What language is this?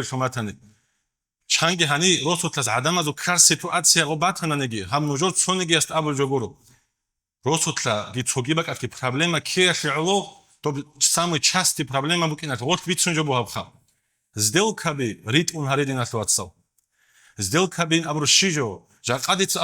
Avaric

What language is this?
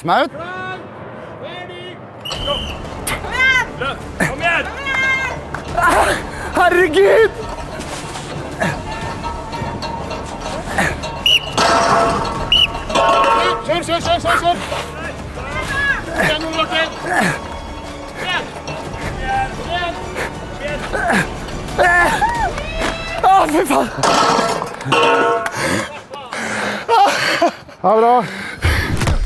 Norwegian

